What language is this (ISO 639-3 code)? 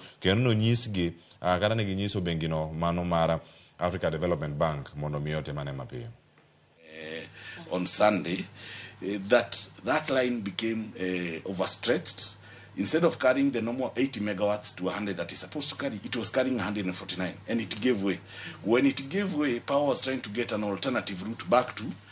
luo